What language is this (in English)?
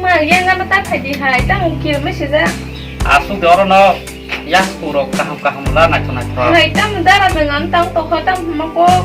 Kok Borok